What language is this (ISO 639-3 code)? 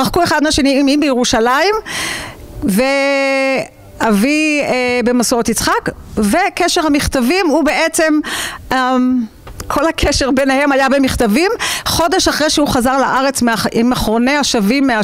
heb